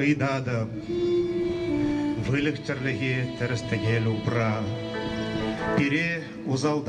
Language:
Chuvash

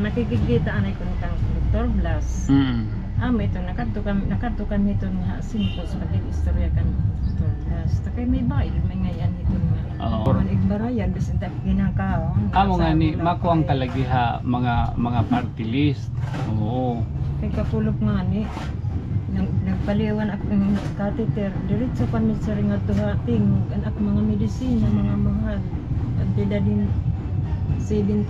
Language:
Waray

